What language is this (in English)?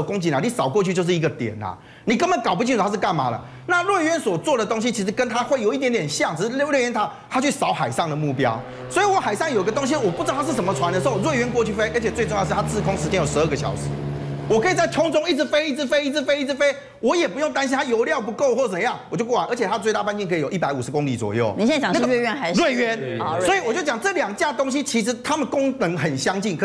Chinese